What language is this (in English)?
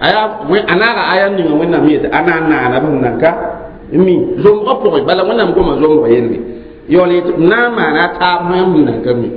Mossi